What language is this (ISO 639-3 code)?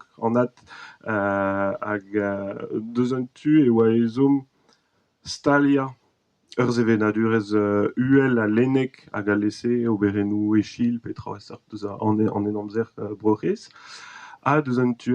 bre